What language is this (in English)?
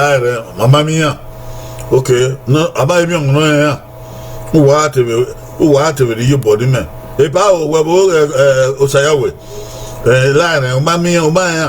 Bini